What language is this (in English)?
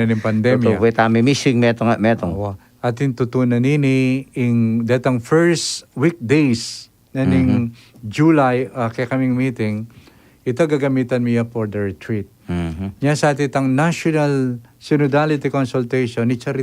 Pampanga